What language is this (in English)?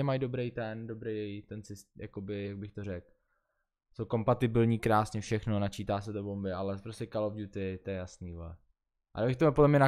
Czech